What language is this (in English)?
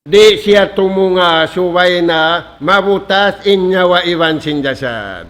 Tausug